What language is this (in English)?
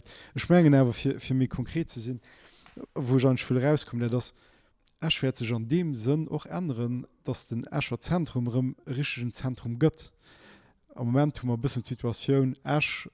Luxembourgish